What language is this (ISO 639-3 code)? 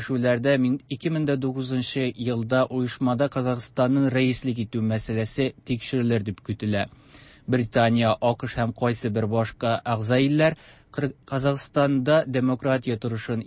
tat